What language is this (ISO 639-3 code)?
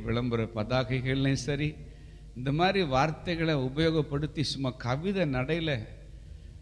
tam